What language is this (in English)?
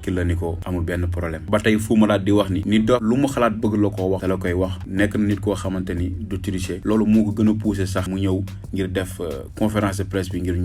Wolof